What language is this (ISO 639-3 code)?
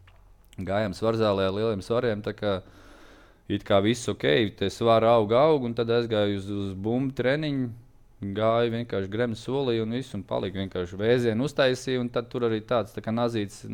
lav